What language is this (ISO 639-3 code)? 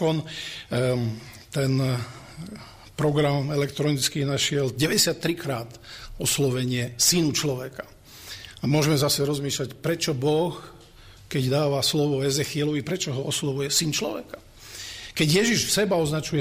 slk